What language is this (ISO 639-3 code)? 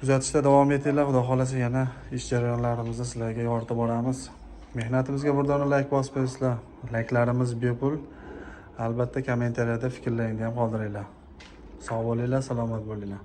uzb